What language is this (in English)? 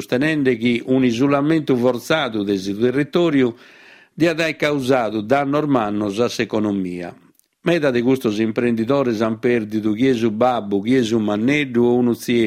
Sardinian